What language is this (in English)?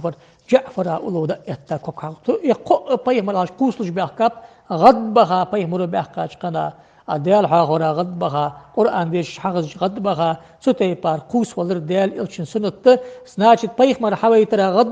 Ingush